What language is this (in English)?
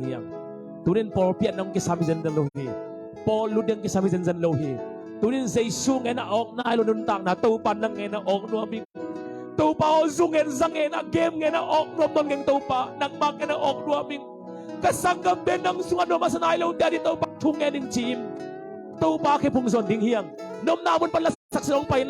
Tedim Chin